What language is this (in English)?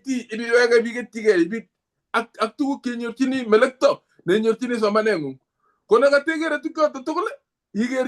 Kalenjin